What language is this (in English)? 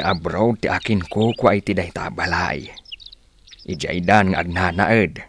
Iloko